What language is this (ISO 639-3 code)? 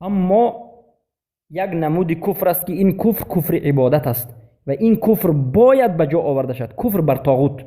fas